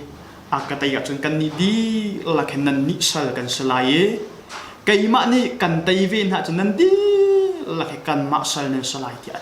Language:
Hakha Chin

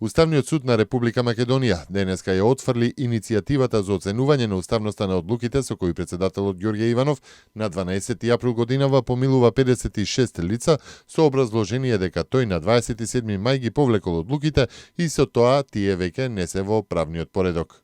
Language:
Macedonian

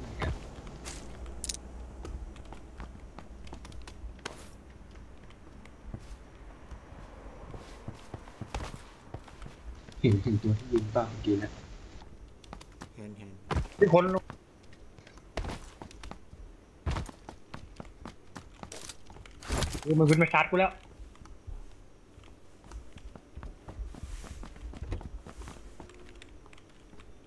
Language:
Thai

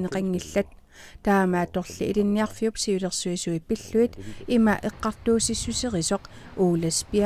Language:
Kalaallisut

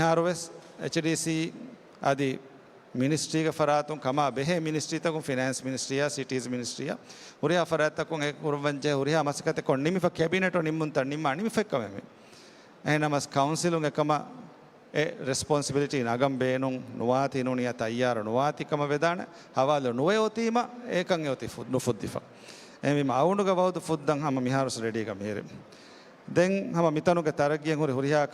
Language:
Divehi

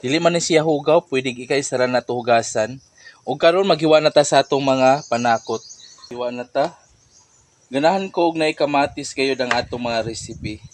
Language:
Cebuano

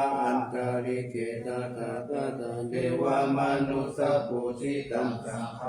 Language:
Pali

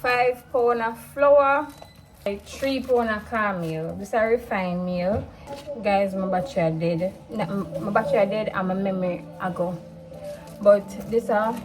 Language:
Jamaican Creole English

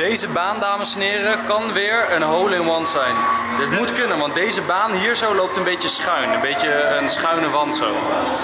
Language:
Dutch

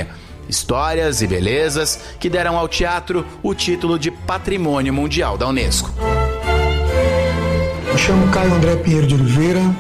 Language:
Portuguese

